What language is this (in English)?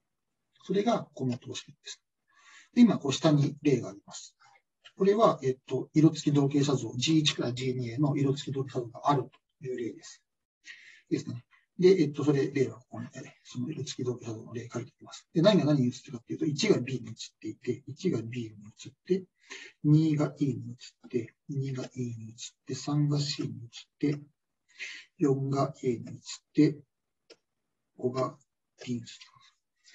Japanese